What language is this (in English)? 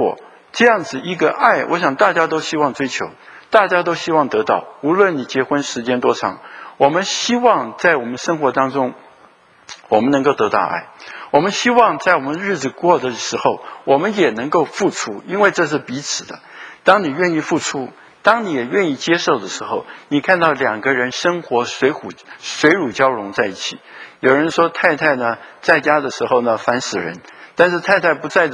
Chinese